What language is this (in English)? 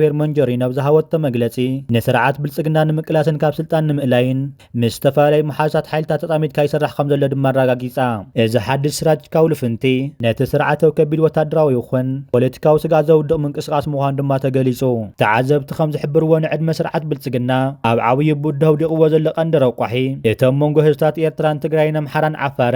Tigrinya